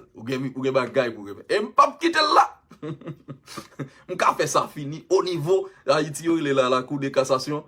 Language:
Haitian Creole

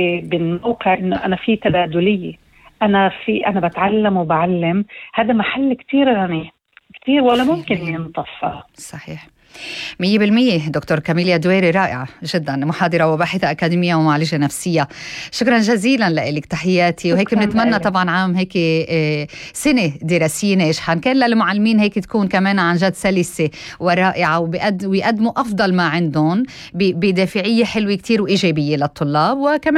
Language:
North Levantine Arabic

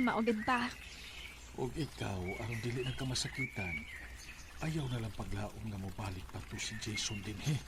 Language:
Cebuano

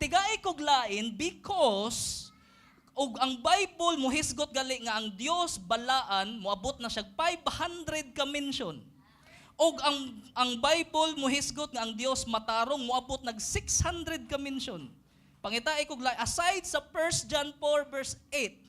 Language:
Cebuano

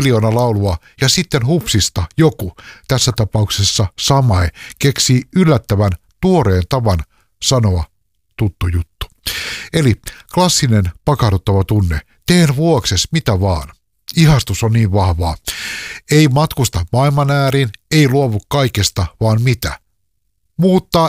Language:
Finnish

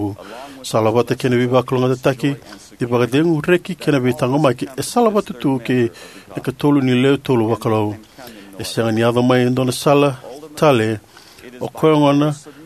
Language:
Fijian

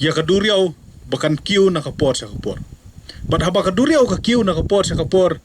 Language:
Khasi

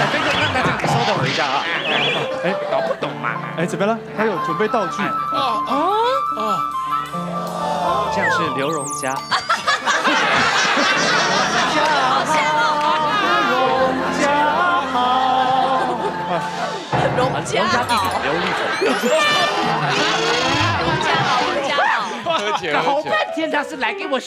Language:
Chinese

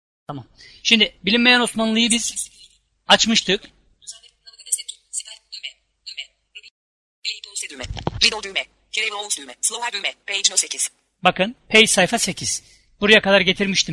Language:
Turkish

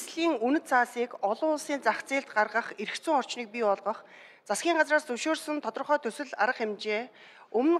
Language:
Mongolian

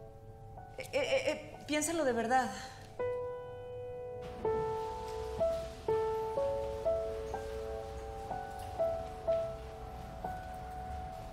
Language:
Spanish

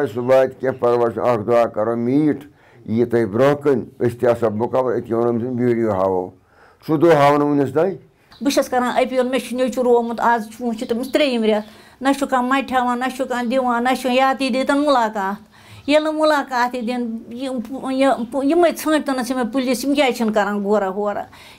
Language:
Kashmiri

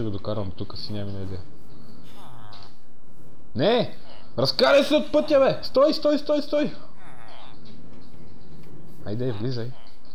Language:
Bulgarian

